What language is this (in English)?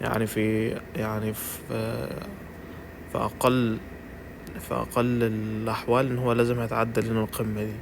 Egyptian Arabic